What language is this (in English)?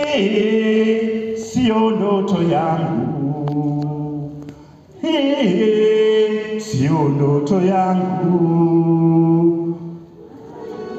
Swahili